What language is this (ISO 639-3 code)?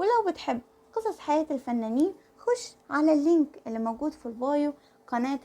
arz